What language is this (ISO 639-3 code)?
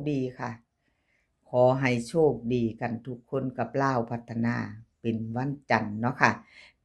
tts